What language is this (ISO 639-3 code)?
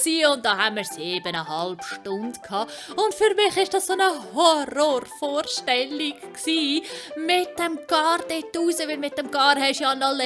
gsw